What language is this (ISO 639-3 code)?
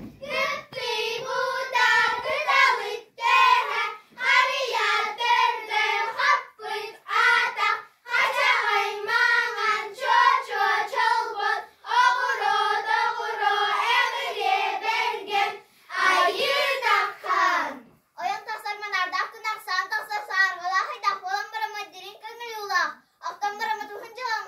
sah